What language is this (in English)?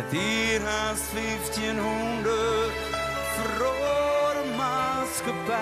Western Frisian